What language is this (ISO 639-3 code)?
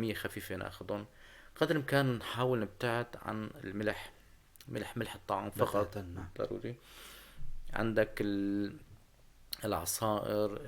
apc